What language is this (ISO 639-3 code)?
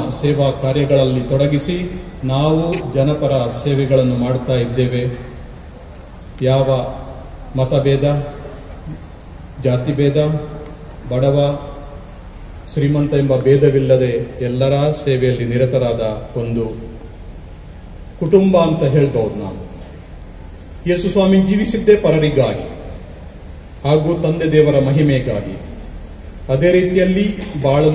kan